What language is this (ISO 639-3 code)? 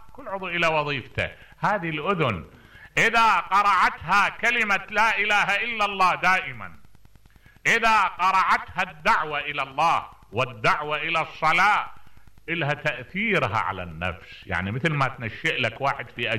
acm